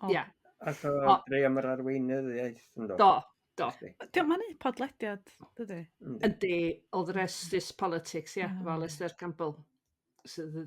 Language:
Welsh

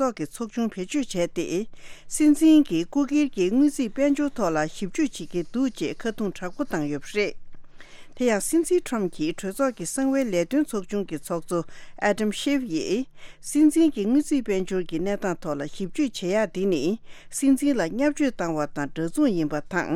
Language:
Tibetan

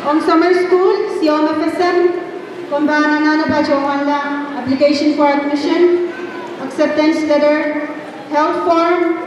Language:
Pohnpeian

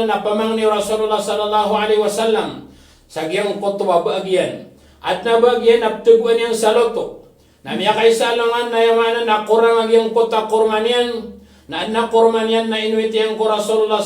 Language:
Maranao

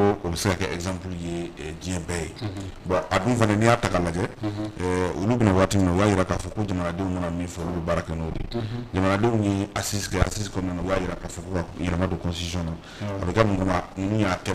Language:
Bambara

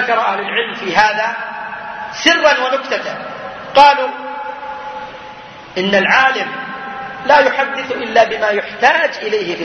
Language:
Arabic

